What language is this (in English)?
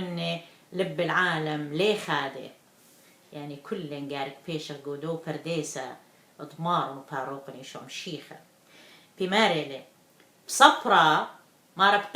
Assyrian Neo-Aramaic